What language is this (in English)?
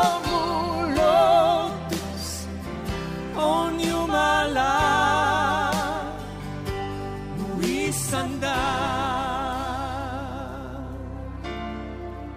Estonian